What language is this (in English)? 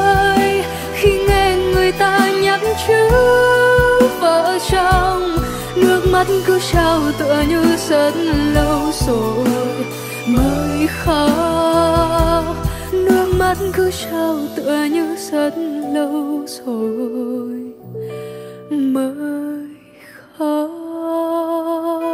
Vietnamese